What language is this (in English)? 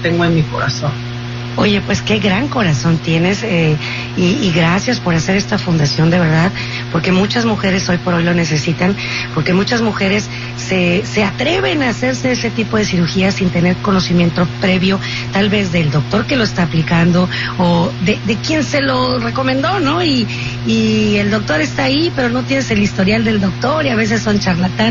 Spanish